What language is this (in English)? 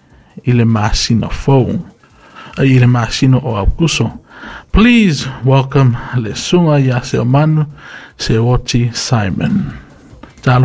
Samoan